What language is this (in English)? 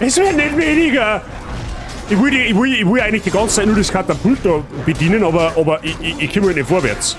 Bavarian